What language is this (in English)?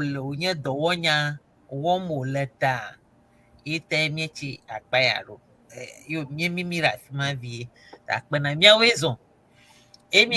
Ewe